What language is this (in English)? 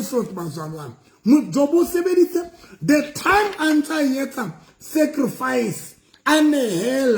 Southern Sotho